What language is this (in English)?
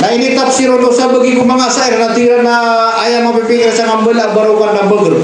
Maranao